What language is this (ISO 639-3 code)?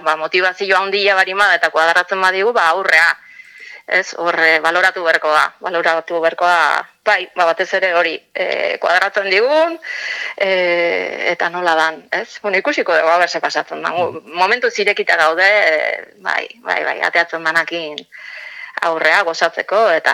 eus